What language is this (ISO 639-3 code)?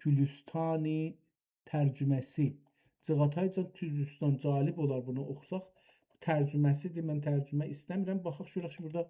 azb